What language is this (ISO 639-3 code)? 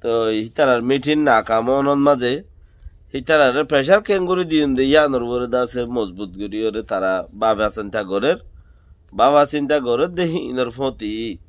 rhg